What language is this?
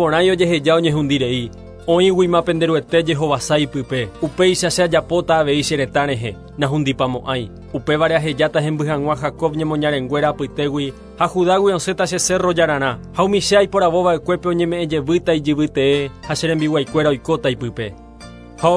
Guarani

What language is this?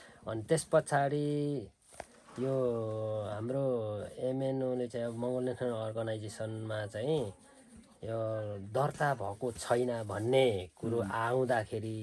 Nepali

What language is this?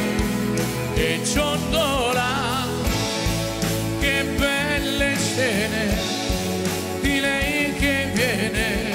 Italian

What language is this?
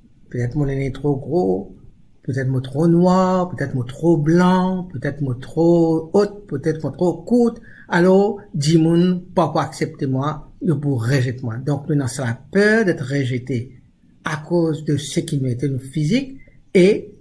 Morisyen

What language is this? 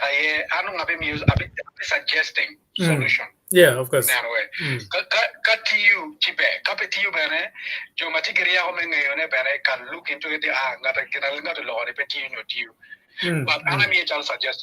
Acoli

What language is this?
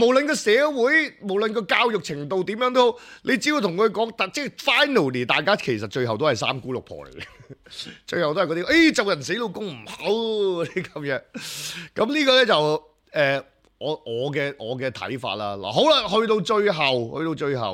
Cantonese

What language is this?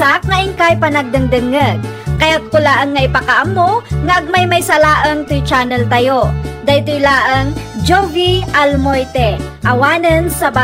Iloko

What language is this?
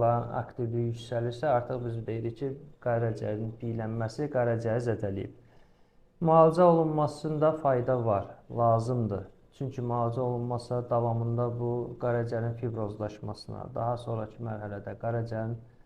Azerbaijani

